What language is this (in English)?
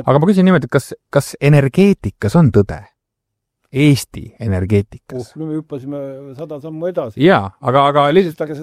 Estonian